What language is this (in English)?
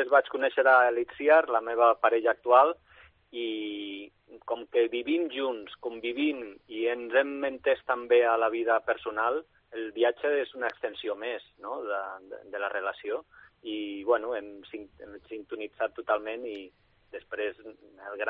Catalan